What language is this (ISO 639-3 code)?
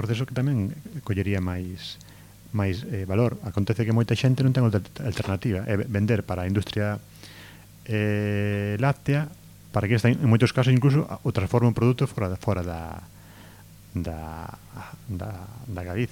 glg